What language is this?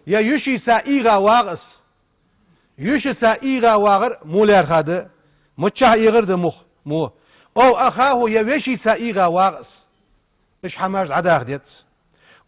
Ingush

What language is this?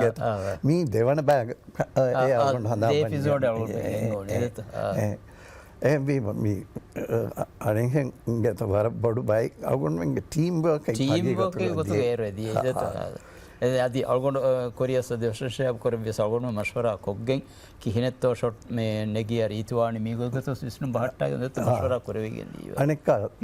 Divehi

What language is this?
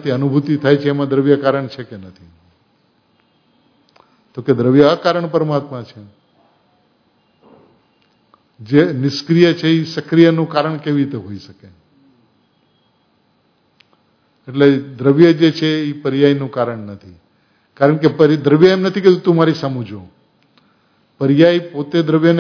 Gujarati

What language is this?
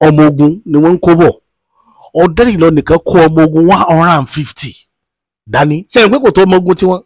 Yoruba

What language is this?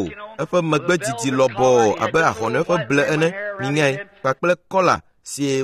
Ewe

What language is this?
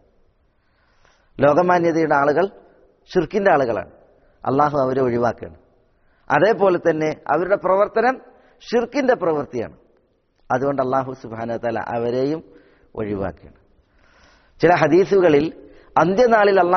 Malayalam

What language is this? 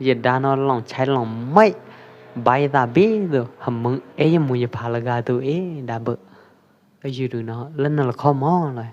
Pwo Eastern Karen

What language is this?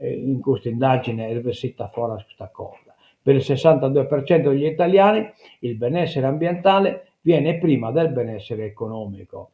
Sardinian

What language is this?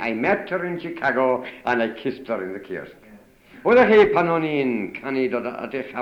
Welsh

